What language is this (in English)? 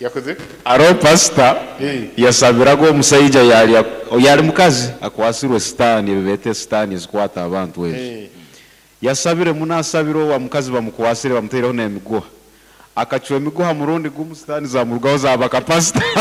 Nyoro